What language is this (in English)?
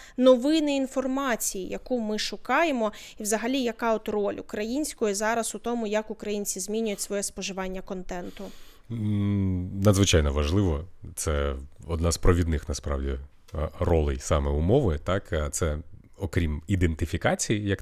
Ukrainian